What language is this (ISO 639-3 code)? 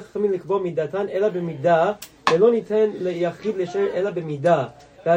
heb